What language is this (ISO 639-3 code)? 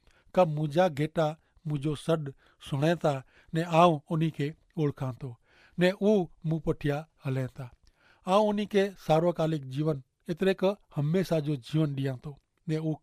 kfr